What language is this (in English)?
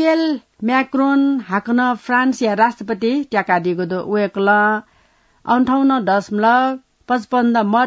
Newari